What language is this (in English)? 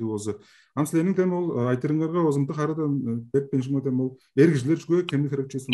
Tuvinian